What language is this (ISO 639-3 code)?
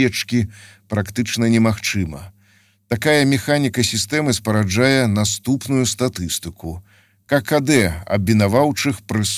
bel